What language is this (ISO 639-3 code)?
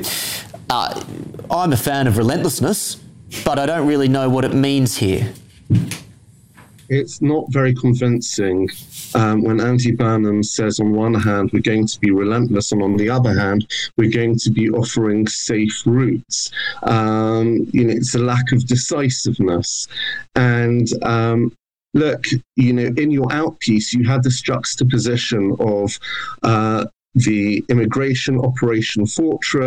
eng